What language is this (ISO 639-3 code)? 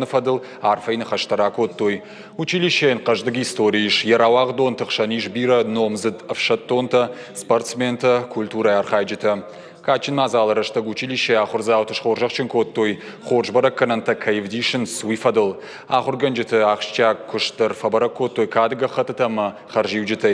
oss